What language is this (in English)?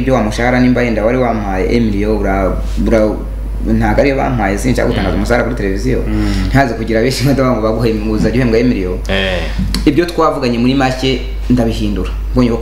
Kinyarwanda